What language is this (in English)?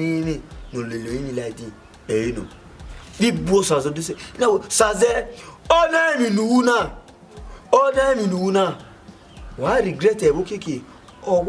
Bini